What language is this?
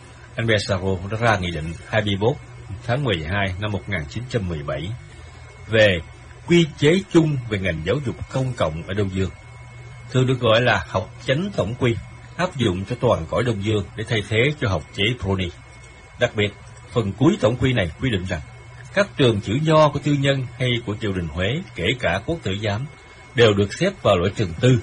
Vietnamese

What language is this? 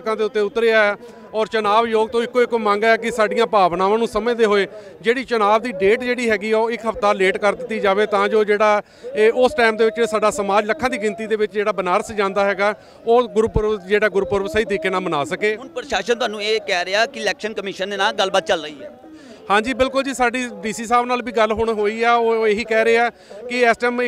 Punjabi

